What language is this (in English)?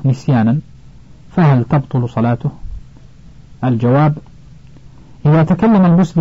Arabic